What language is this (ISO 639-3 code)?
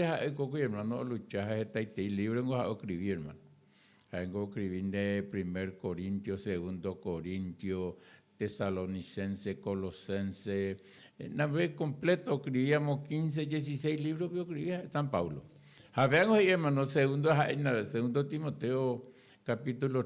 grn